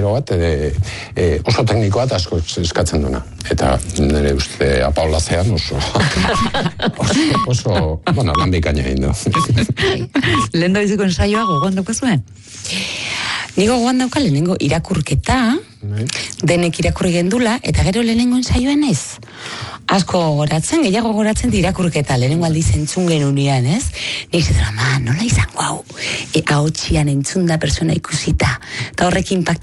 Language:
Basque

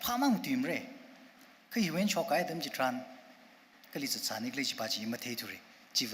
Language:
Tangkhul Naga (India)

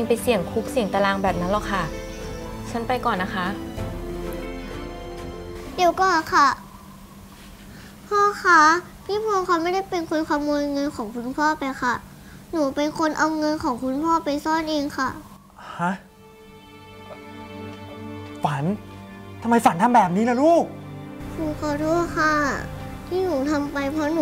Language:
Thai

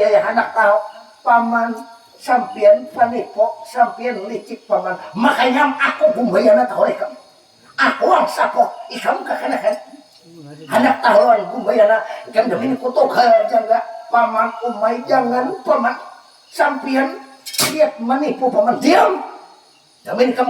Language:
Banjar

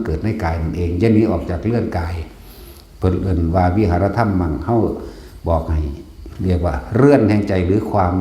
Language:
Northeastern Thai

